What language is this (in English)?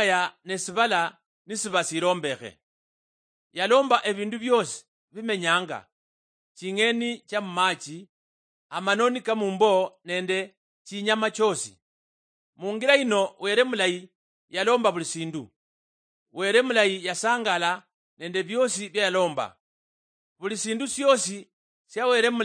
Luyia